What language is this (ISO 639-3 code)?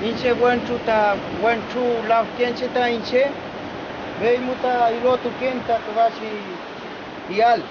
arn